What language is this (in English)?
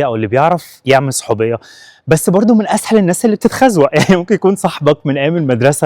Egyptian Arabic